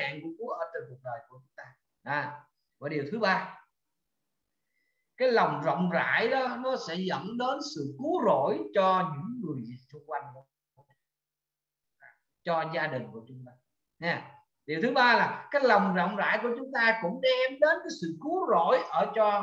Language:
Vietnamese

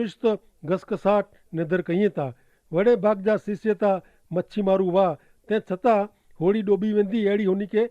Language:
Kachhi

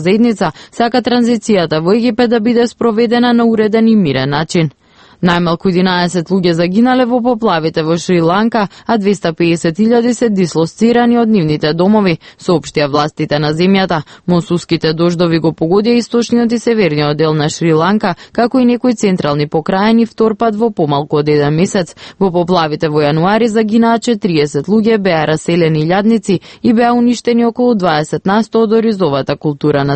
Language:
Macedonian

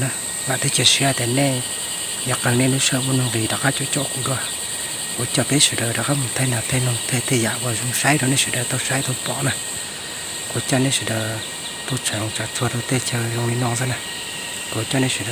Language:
Hmong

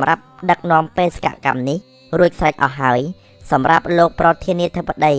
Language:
Khmer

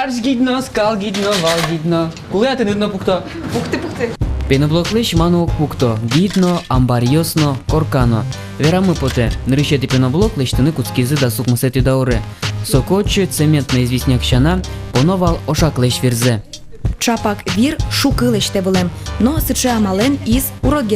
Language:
Udmurt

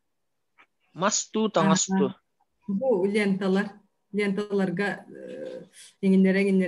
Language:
Yakut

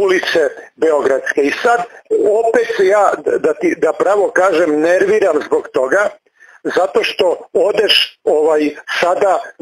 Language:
Serbian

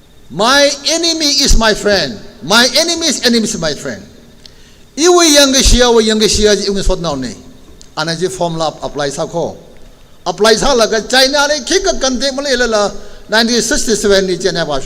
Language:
Tangkhul Naga (India)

